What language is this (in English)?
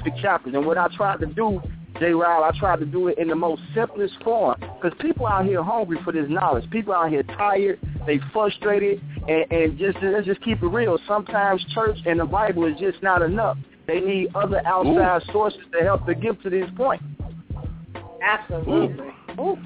English